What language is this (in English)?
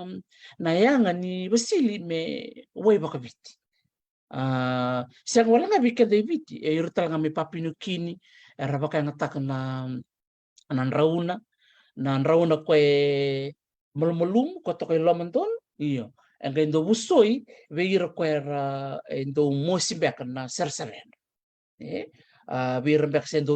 Fijian